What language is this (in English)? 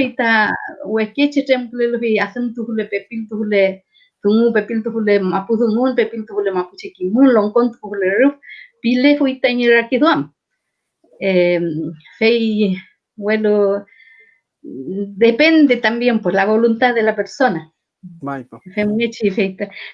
Mapuche